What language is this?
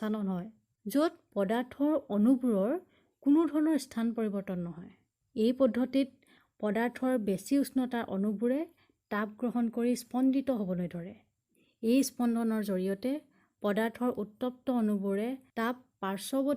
Assamese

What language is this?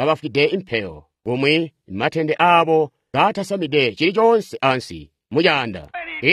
Tonga (Zambia)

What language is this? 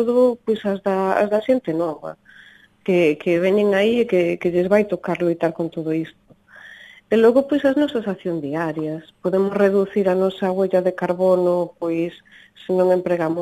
Galician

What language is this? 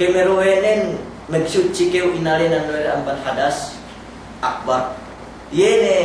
Yakan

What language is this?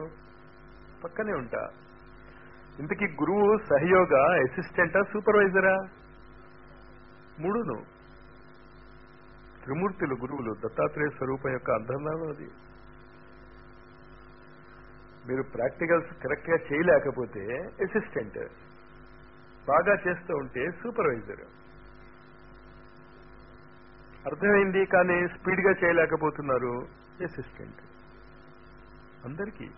Telugu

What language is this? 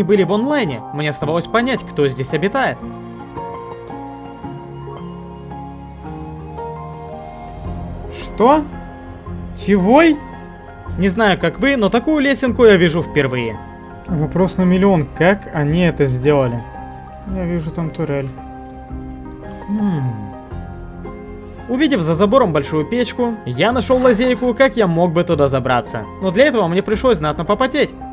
Russian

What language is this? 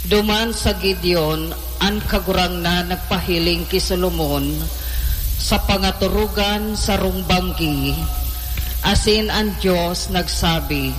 Bikol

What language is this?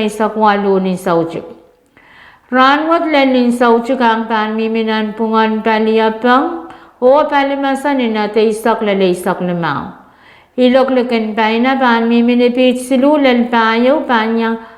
Pohnpeian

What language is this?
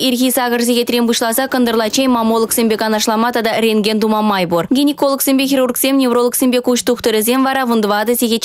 Chuvash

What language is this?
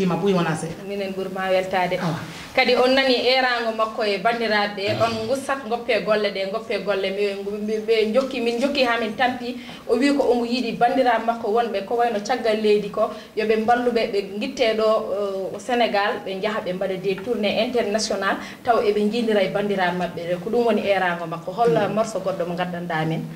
Fula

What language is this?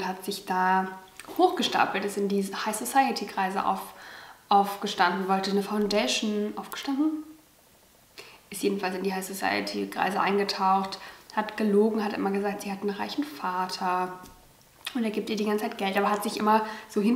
German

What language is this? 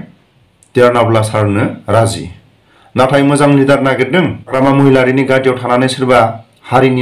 Bodo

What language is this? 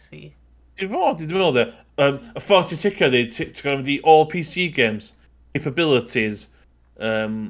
Welsh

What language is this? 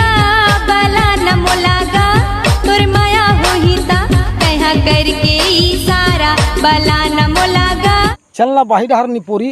Chhattisgarhi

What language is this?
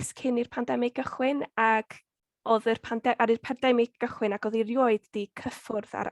Welsh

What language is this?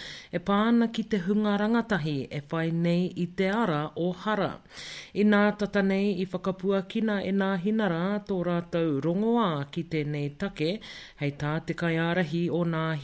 Māori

